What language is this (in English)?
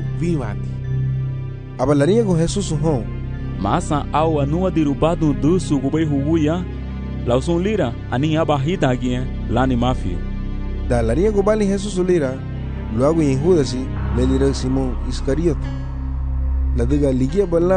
Garifuna